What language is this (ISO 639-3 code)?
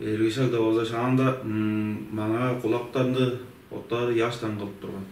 tyv